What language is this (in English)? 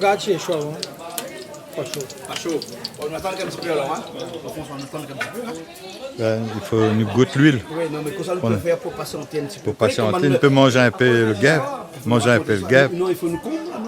Réunion Creole French